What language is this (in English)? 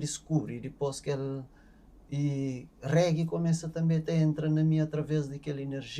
Kabuverdianu